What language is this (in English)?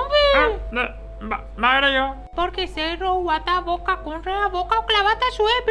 Guarani